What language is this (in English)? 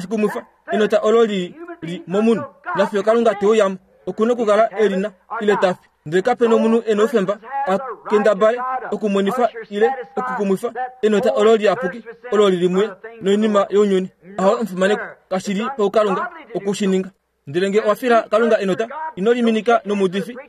Kuanyama